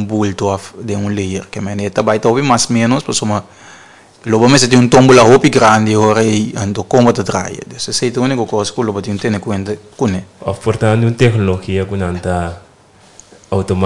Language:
Papiamento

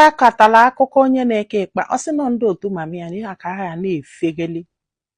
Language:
Igbo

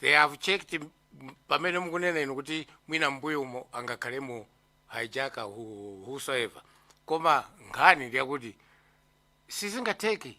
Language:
Nyanja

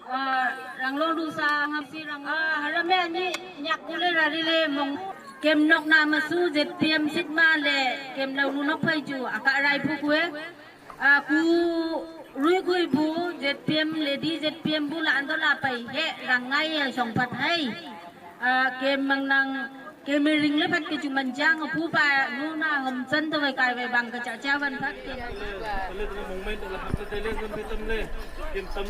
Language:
Wancho Naga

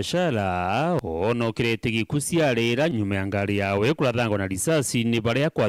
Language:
Meru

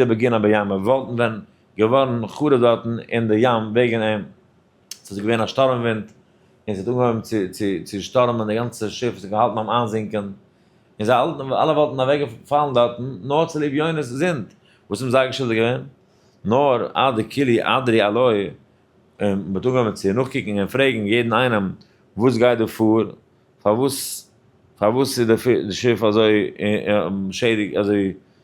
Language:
Yiddish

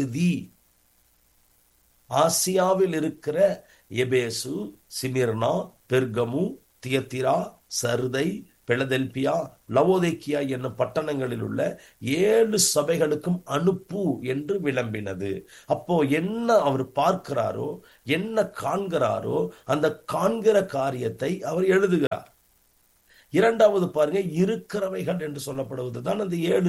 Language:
Tamil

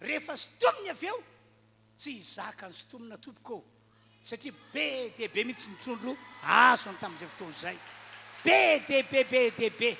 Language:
Malagasy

